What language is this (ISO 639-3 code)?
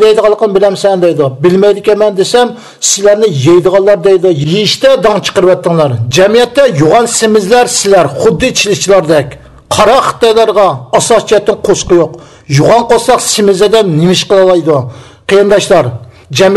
uig